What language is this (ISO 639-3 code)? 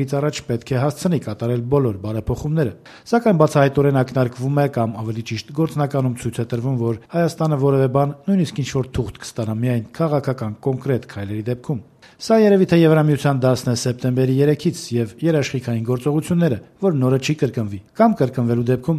hye